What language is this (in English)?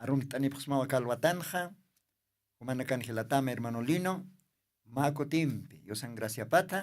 Aymara